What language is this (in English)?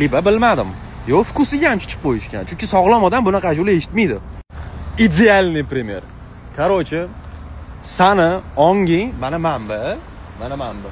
Uzbek